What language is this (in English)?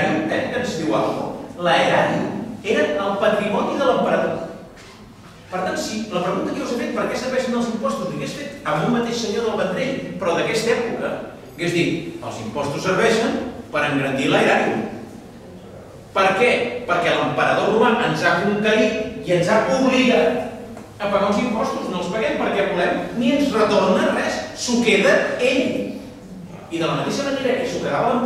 Catalan